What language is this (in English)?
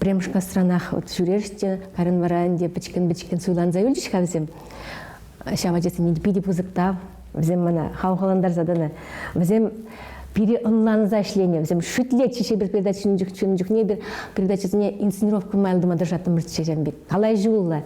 Chuvash